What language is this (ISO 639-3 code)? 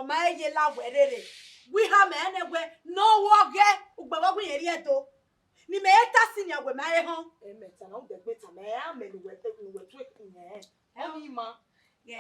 bin